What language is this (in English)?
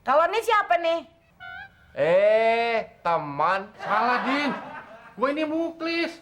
Betawi